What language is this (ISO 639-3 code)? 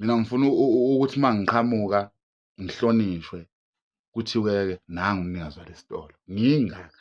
zul